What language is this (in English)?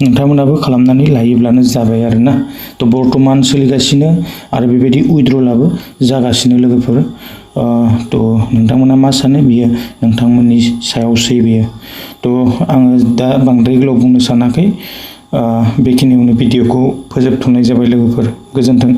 Bodo